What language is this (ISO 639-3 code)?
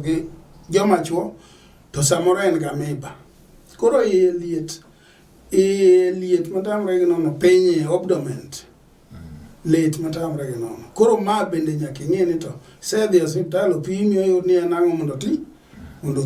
luo